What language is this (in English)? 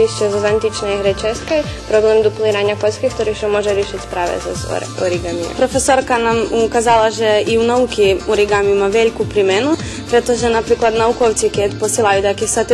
Rusyn